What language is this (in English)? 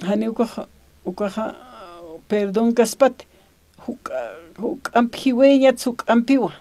Aymara